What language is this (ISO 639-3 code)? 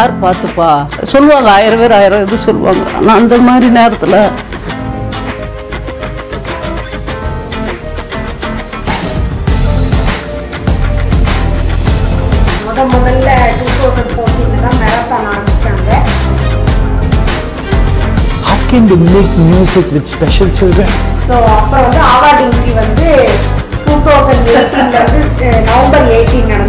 tam